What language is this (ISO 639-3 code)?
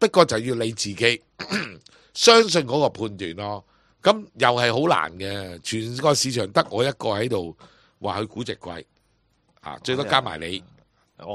yue